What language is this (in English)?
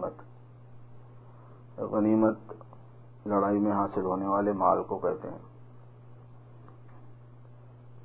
Urdu